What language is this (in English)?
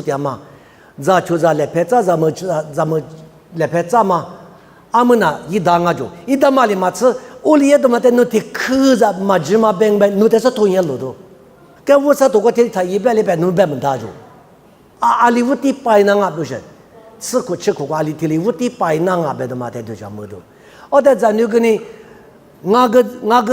Lisu